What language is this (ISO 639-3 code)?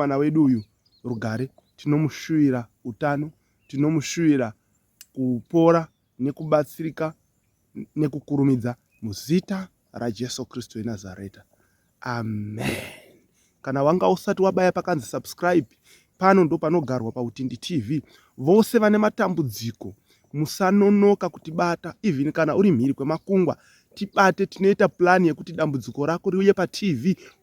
sna